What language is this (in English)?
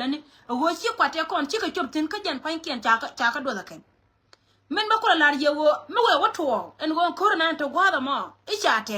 Nuer